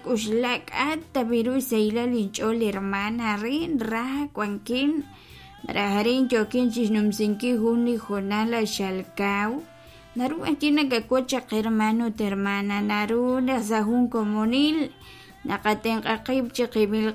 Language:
Kekchí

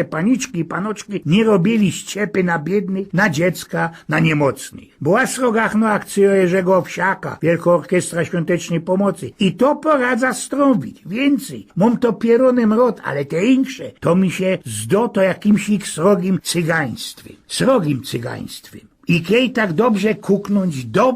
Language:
Silesian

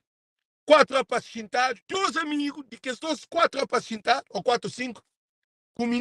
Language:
Kabuverdianu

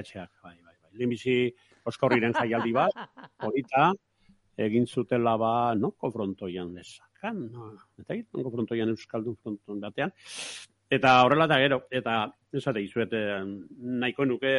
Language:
Basque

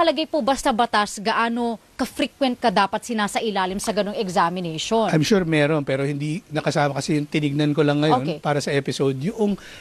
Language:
Filipino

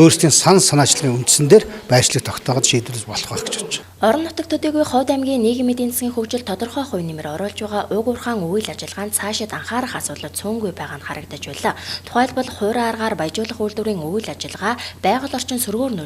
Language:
Mongolian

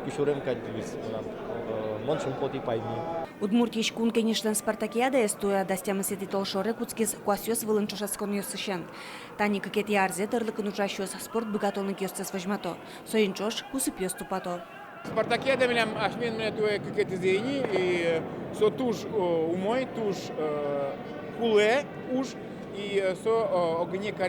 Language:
Udmurt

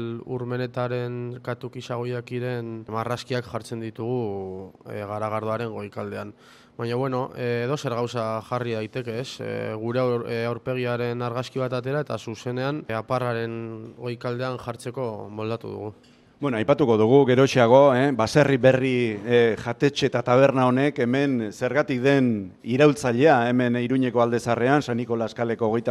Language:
Basque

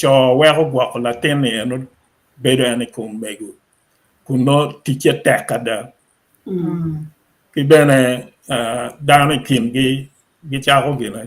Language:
Acoli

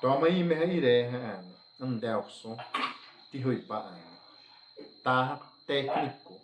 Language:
Xavánte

